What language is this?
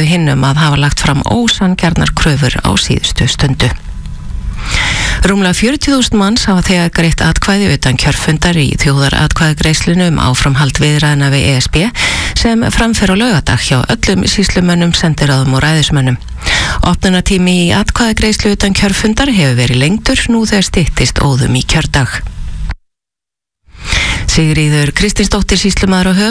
Icelandic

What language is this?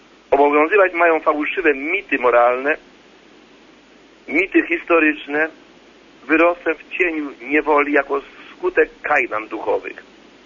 Polish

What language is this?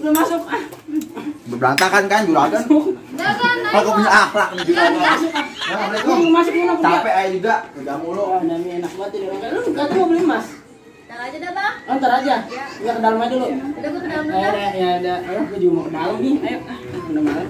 Betawi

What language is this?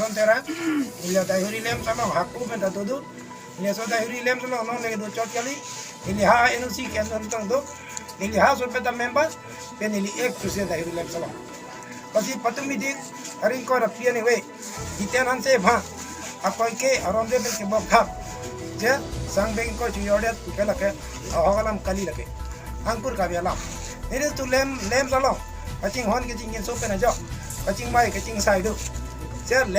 Karbi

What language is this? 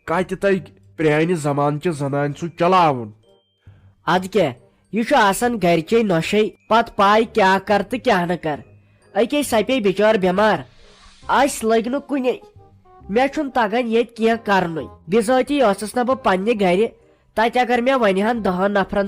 Kashmiri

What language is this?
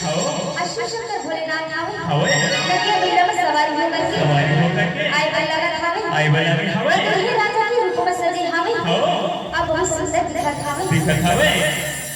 Chhattisgarhi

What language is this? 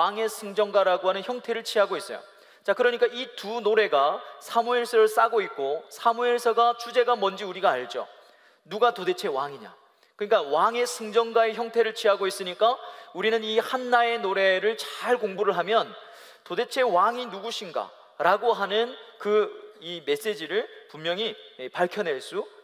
Korean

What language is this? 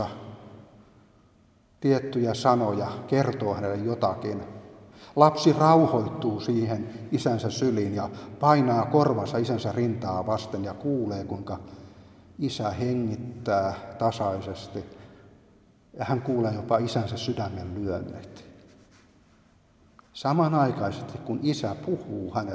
Finnish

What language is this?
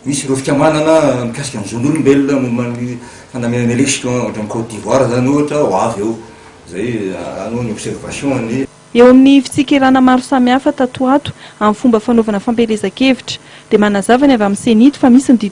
Malagasy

